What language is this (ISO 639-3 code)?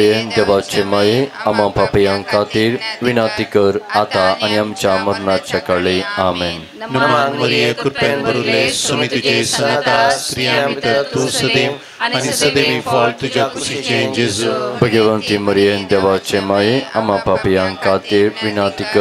kok